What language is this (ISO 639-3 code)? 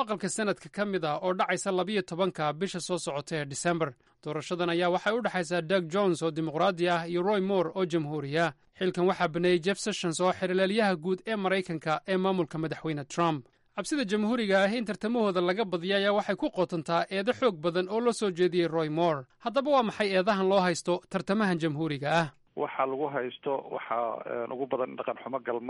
som